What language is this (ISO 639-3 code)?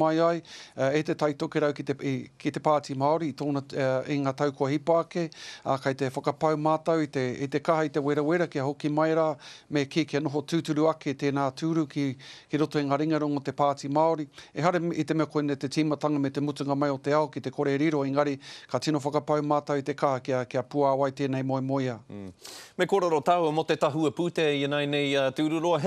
mri